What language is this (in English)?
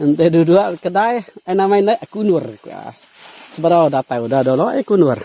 Iban